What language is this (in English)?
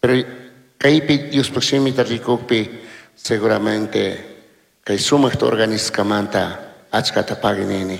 Chimborazo Highland Quichua